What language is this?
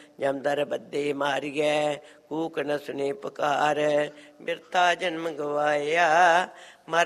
Punjabi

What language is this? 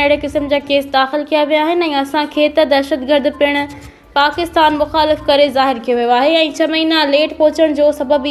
Sindhi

